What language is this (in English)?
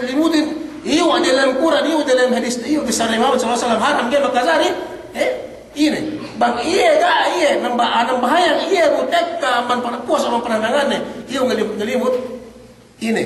Yakan